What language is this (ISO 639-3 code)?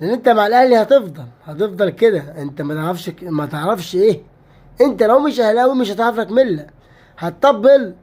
arz